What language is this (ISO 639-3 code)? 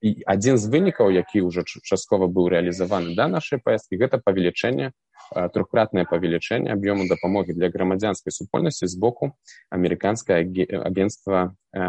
bel